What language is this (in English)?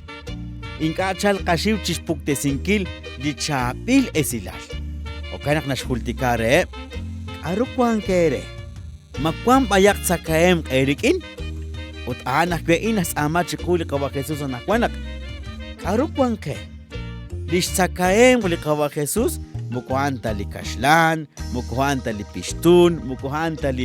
Kekchí